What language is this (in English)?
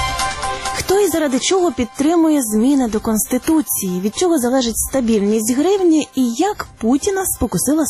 Ukrainian